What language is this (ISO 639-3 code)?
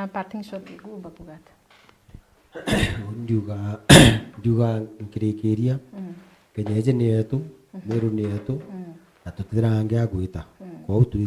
mer